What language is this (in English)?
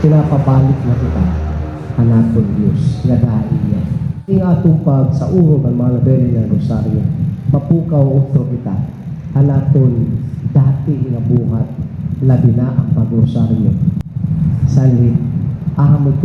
Waray